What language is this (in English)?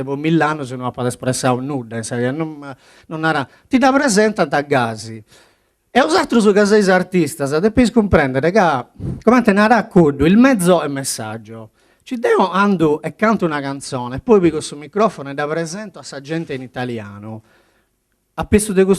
Sardinian